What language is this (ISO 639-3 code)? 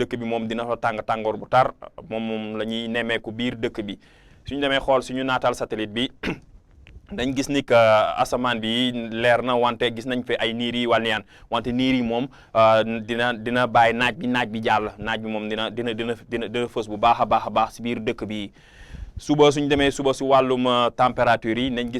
wol